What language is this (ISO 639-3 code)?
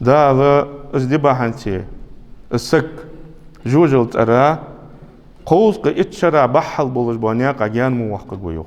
inh